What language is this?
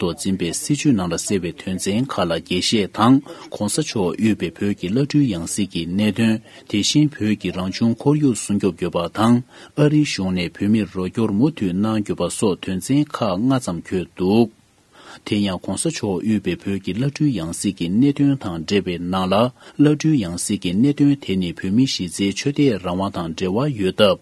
Tibetan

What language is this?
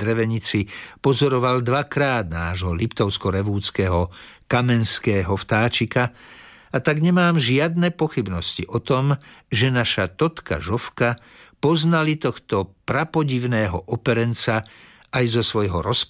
Slovak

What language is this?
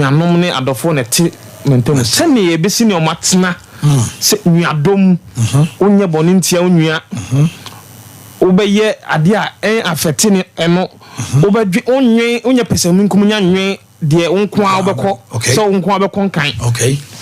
Akan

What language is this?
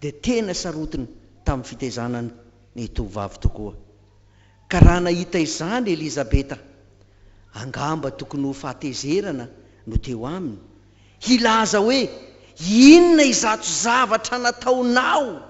Malagasy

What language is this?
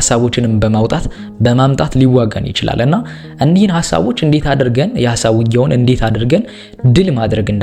Amharic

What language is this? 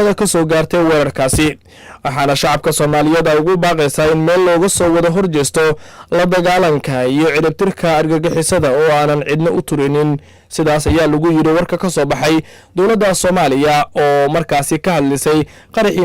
Somali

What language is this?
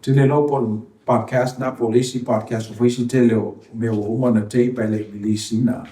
Samoan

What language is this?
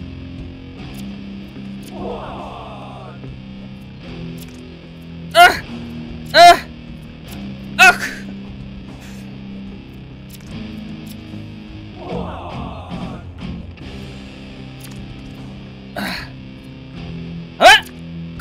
Polish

